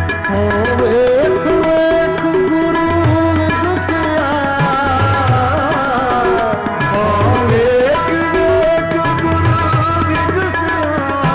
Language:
Punjabi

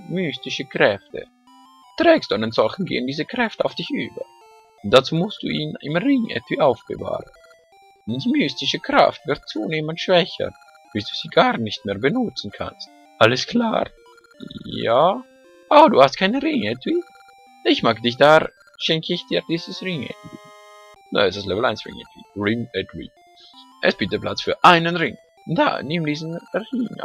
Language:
Swiss German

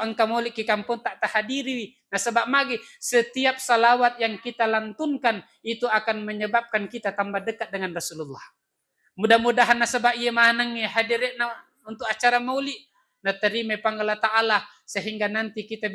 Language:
Buginese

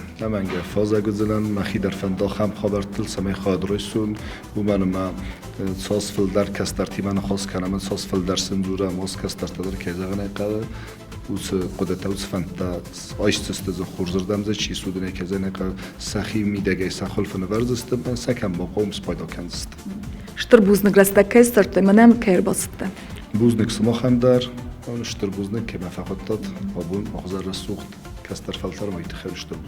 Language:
Ossetic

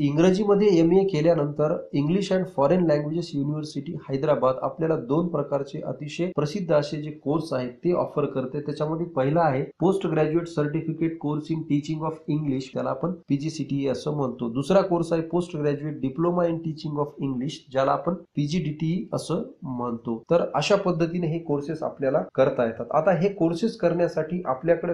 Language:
Marathi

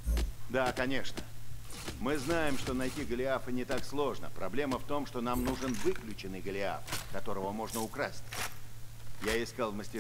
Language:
Russian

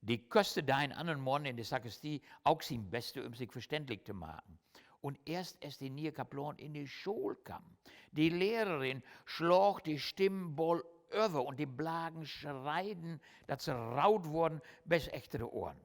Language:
Low German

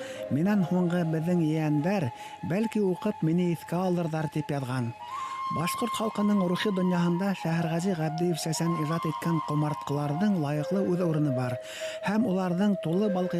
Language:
Bashkir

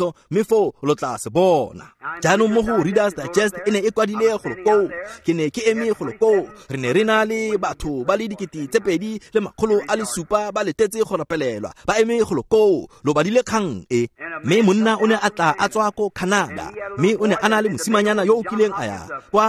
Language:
Tswana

